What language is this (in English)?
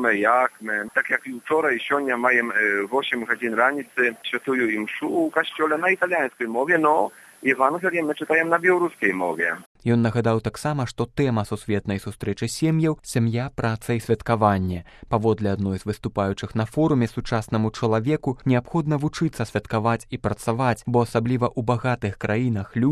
Belarusian